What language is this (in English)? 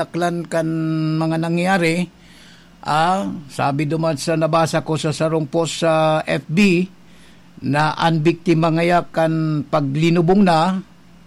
Bikol